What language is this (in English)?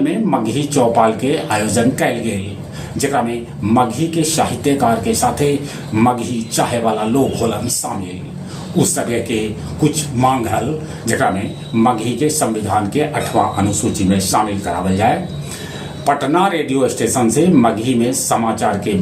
Magahi